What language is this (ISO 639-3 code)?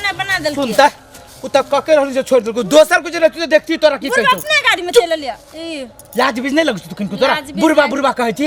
mai